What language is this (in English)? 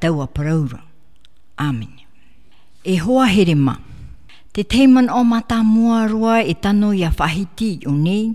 Tahitian